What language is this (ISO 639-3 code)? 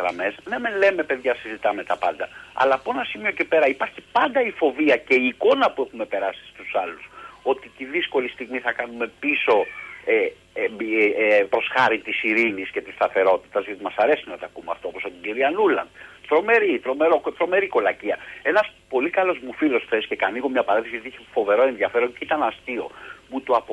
ell